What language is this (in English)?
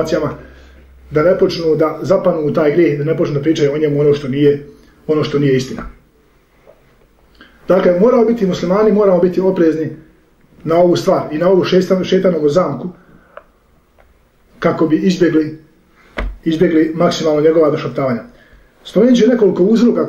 Bosnian